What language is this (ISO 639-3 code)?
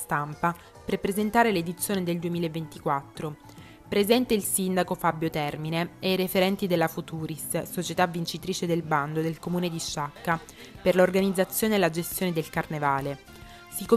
ita